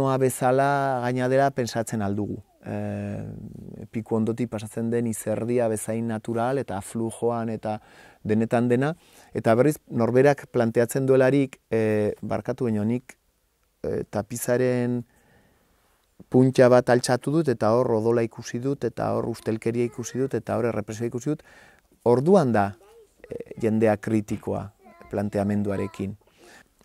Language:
Basque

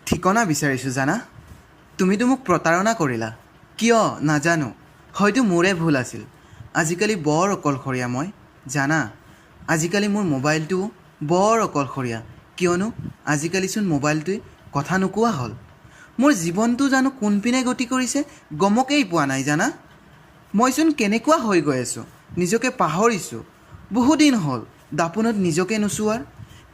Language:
Assamese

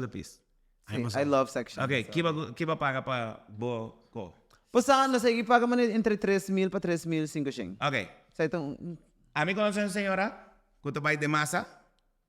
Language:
Papiamento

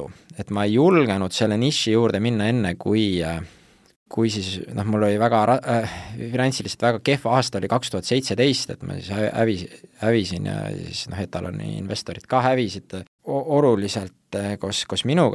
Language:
Estonian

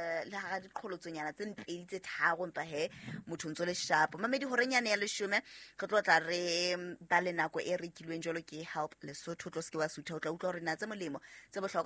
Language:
Southern Sotho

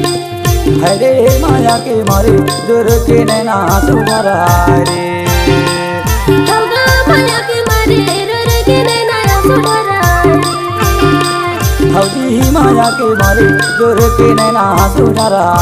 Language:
Chhattisgarhi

